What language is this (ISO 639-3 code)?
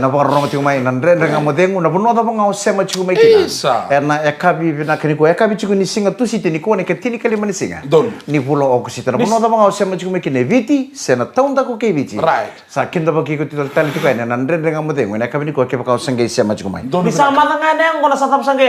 fij